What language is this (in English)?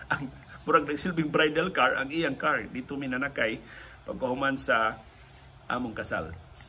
Cebuano